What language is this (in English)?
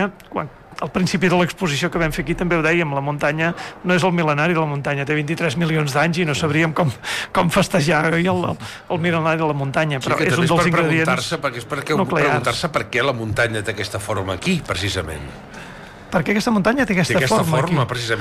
Catalan